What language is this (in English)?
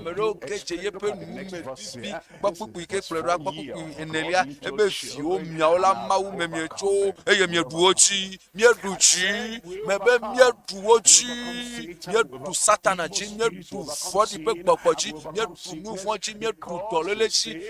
Ewe